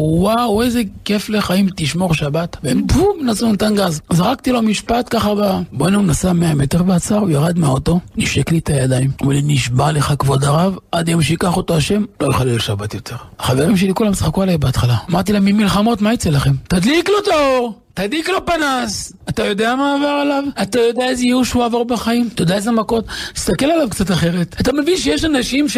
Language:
Hebrew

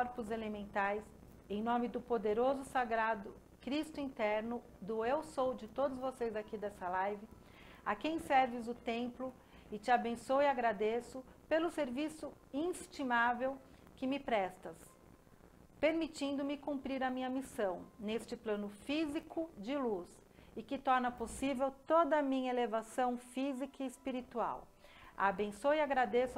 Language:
Portuguese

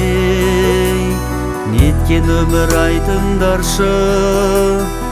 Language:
Kazakh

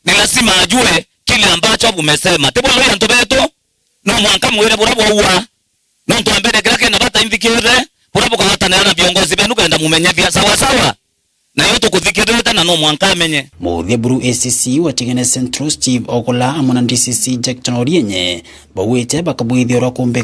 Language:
Meru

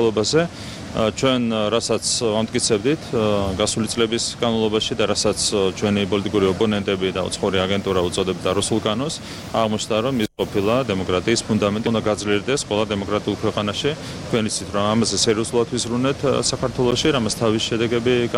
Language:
Georgian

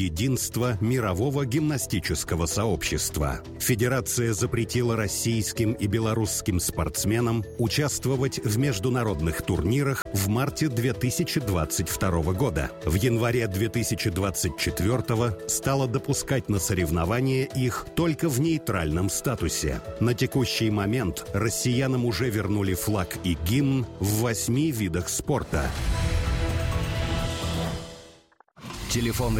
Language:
Russian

